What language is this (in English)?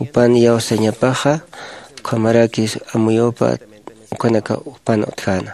Aymara